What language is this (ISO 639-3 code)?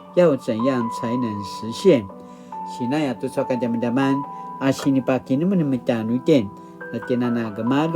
pwn